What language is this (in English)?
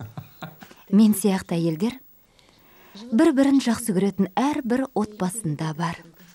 Kazakh